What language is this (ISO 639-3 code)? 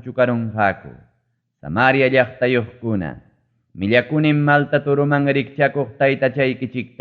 quy